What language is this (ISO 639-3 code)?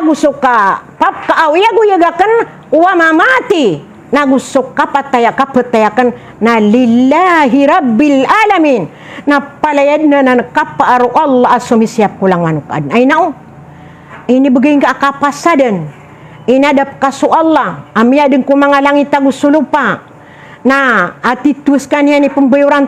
mrw